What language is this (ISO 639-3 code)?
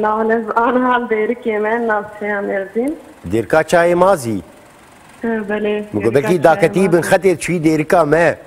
kur